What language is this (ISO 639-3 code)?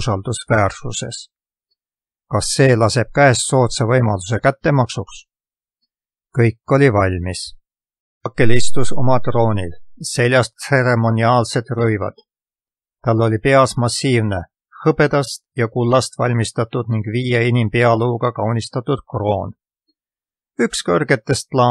est